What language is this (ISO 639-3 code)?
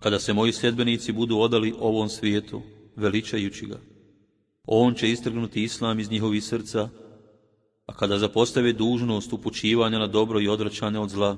bos